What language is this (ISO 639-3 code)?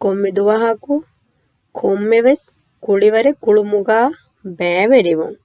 div